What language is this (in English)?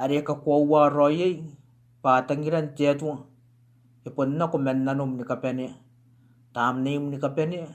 Gilbertese